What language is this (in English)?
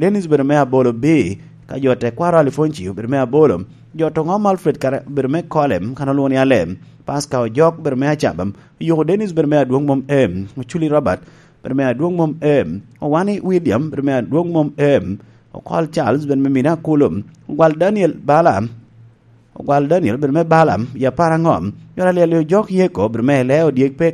Lango (Uganda)